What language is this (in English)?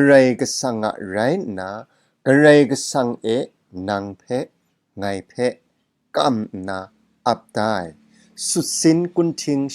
Kachin